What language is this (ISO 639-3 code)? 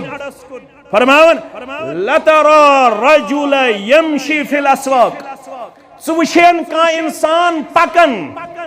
kas